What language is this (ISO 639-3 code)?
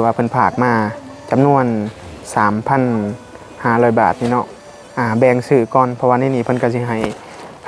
tts